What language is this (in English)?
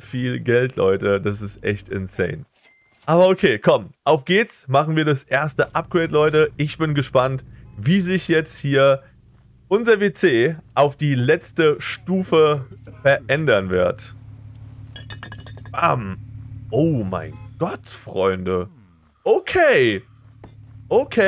German